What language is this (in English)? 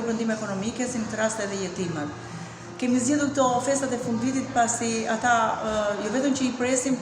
Albanian